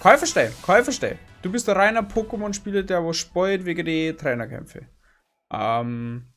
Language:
Bavarian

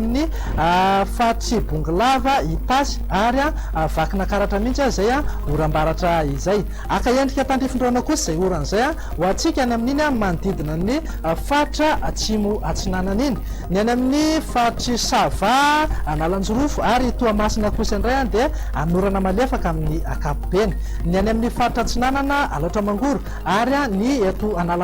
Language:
Malagasy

